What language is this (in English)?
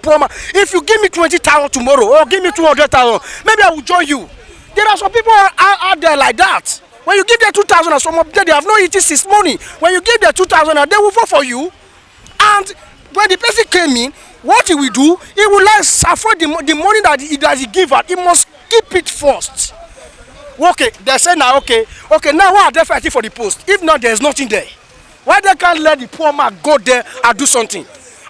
Nigerian Pidgin